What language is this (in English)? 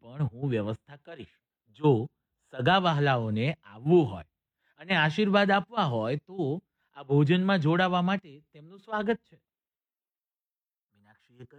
Gujarati